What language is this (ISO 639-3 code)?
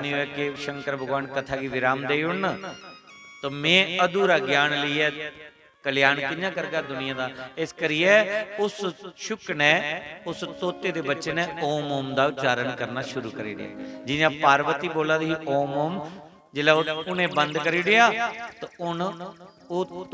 doi